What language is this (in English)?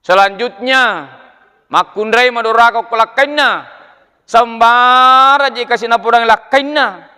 Buginese